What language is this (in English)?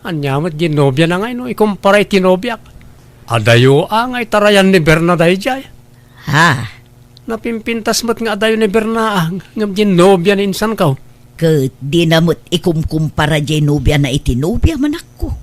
Iloko